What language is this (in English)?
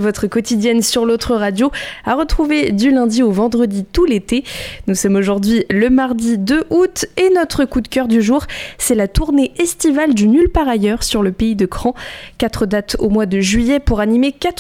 French